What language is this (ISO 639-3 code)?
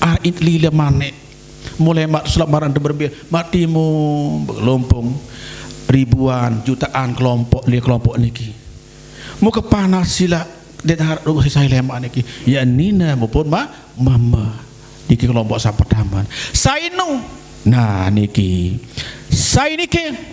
sas